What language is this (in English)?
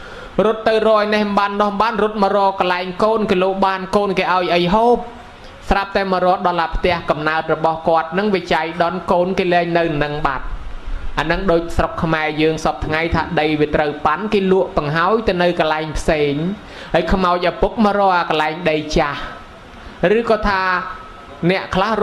Khmer